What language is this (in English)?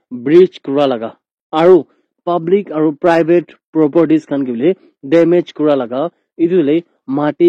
Naga Pidgin